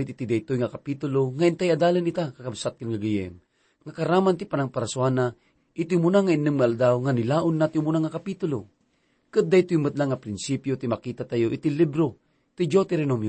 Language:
Iloko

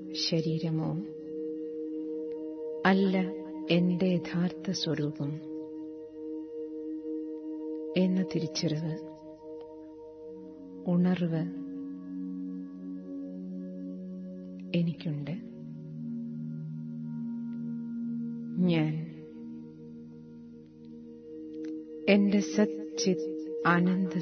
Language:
Malayalam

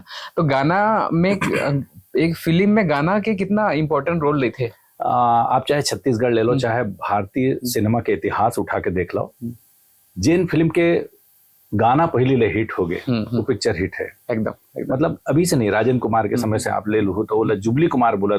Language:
Chhattisgarhi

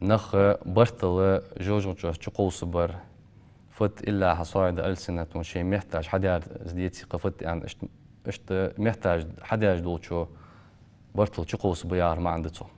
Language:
Ingush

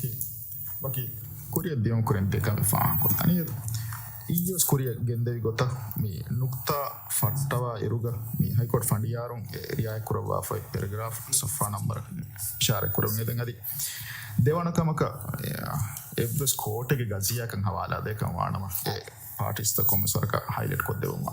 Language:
Divehi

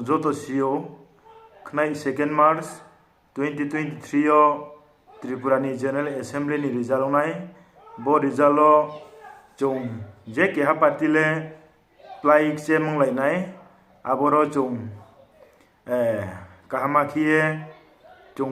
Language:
Riang (India)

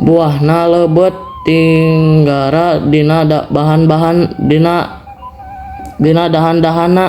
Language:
Sundanese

